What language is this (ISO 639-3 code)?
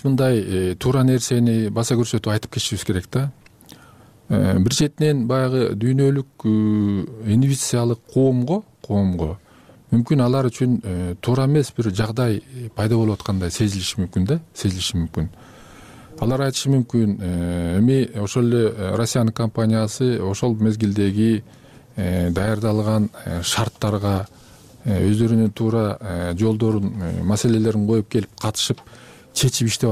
kir